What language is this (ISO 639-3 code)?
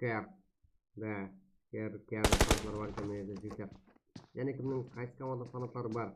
kaa